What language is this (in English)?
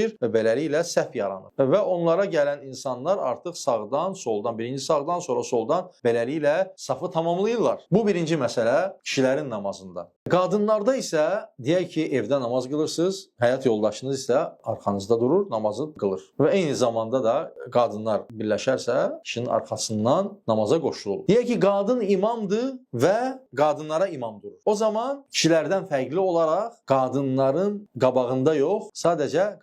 Azerbaijani